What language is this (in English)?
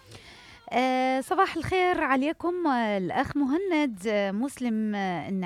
Mesopotamian Arabic